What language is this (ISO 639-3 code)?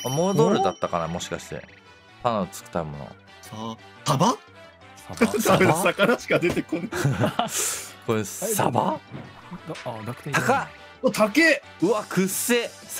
jpn